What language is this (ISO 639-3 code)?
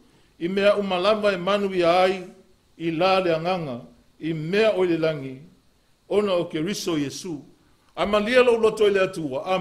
smo